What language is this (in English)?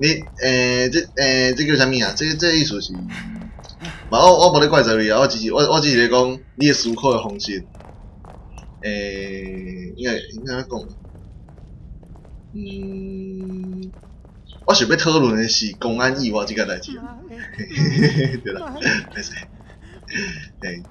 Min Nan Chinese